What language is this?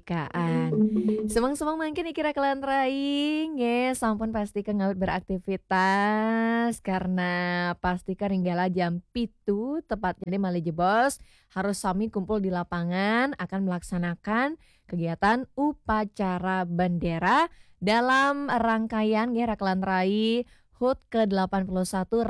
Balinese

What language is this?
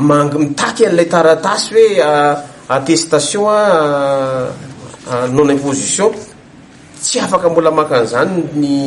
Malagasy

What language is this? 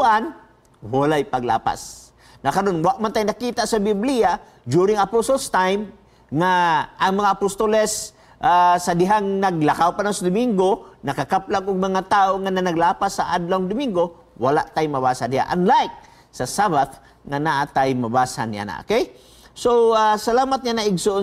Cebuano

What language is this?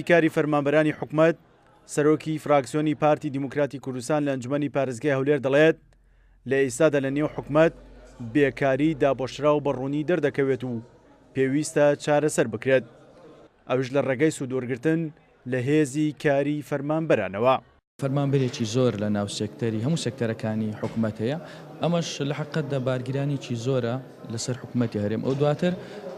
Central Kurdish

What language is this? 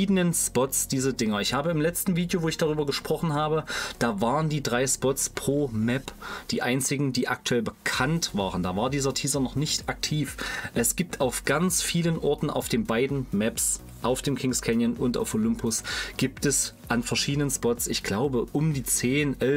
German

